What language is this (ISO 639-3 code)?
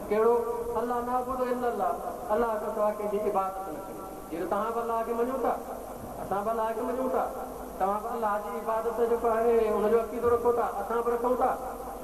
snd